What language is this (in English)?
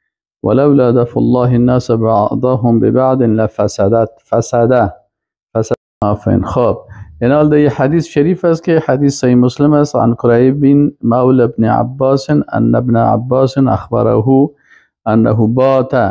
Persian